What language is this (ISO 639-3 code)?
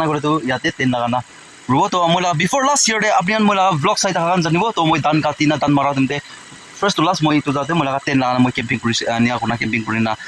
nag